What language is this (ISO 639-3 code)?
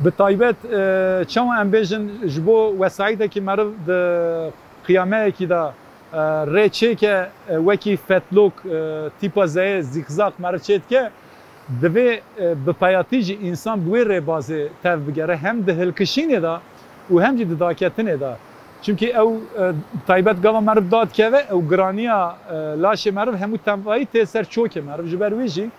kur